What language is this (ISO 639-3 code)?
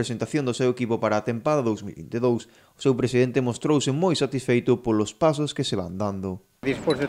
glg